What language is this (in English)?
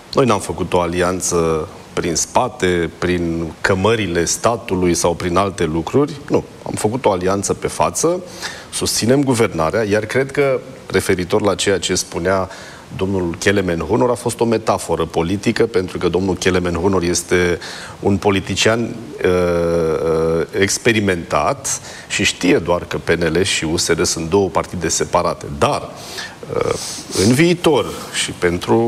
Romanian